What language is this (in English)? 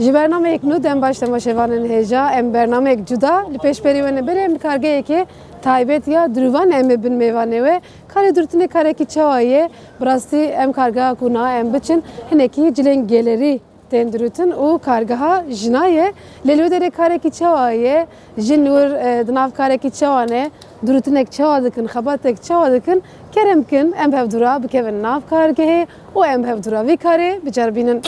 Kurdish